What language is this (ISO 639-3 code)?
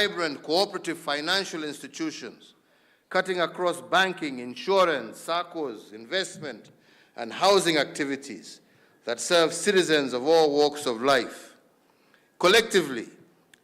kam